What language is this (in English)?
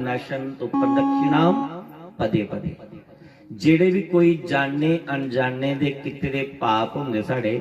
Dogri